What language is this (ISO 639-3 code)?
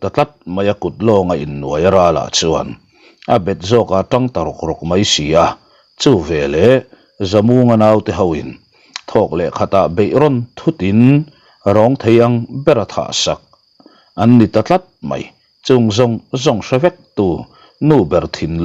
lus